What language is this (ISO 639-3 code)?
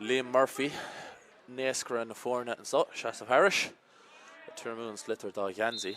gle